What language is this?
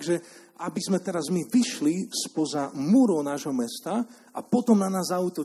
Slovak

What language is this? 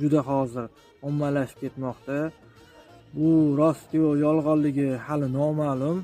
Uzbek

